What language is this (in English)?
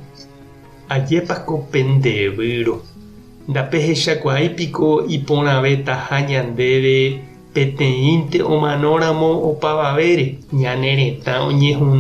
Guarani